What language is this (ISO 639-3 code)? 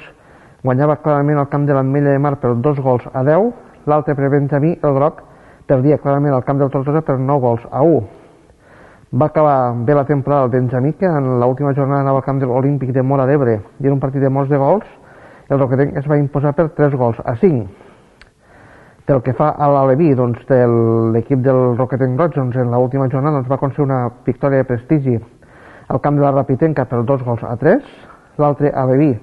cat